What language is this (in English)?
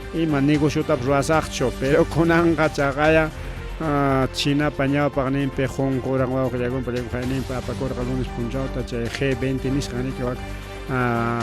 Ayacucho Quechua